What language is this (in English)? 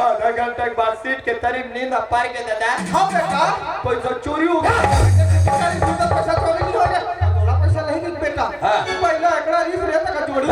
Chhattisgarhi